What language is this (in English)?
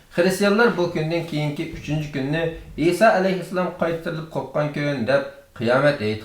Uyghur